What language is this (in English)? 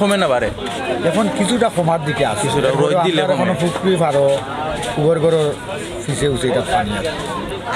Sylheti